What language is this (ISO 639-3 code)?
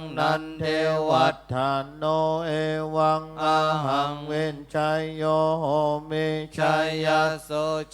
pli